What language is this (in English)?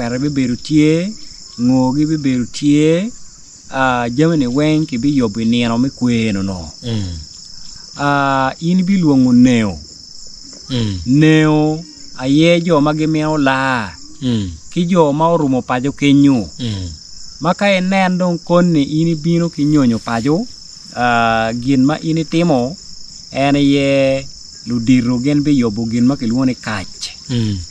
Acoli